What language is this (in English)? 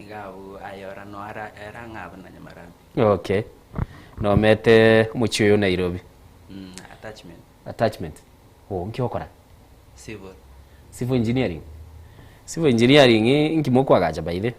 Gusii